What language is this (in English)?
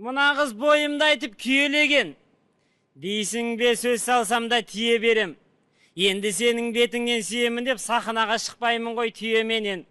Kazakh